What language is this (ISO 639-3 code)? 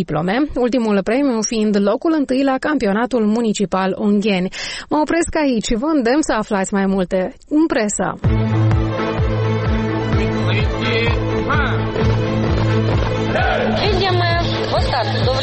ron